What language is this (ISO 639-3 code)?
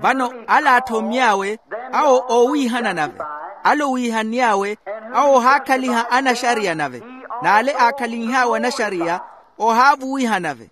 vmw